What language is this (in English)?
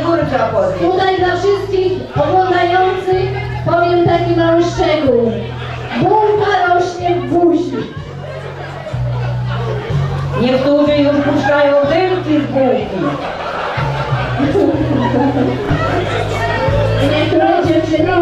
Polish